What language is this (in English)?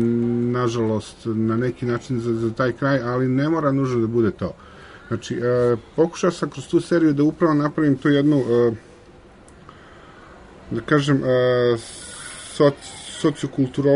Serbian